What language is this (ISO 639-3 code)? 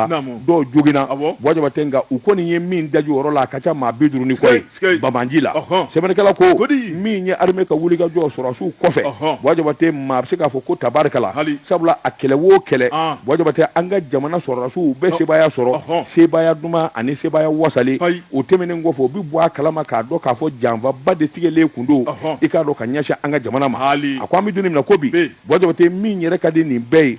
bam